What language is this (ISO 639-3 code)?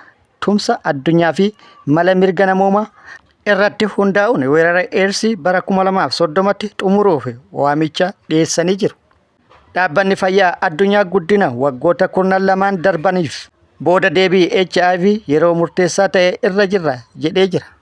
orm